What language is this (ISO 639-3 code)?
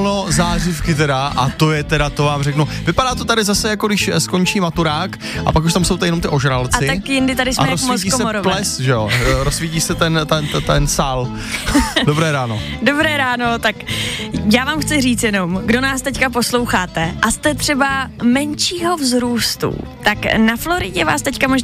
ces